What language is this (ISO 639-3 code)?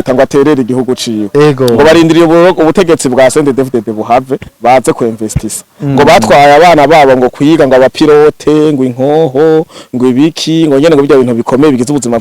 run